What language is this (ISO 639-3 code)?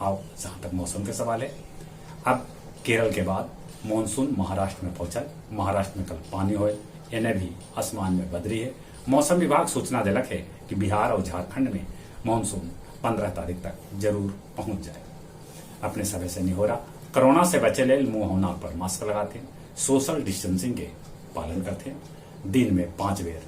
mag